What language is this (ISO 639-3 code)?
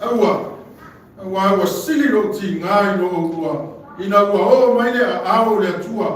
smo